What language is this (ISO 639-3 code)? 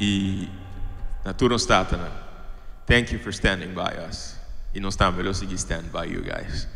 pap